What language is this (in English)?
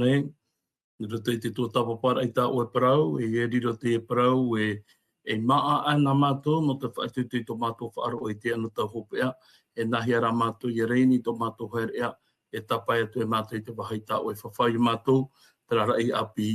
Tahitian